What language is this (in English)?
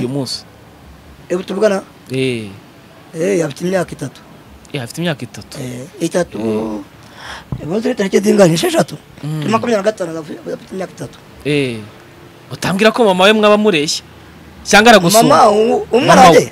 Kinyarwanda